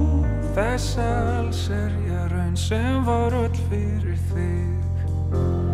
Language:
Icelandic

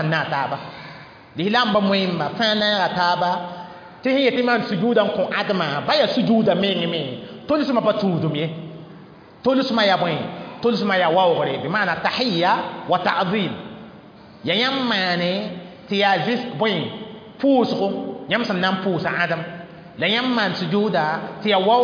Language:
Mossi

